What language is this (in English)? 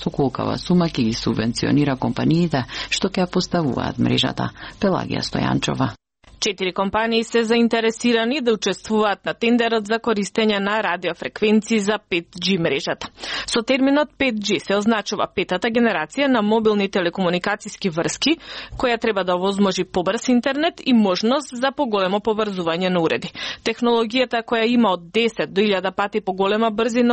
Macedonian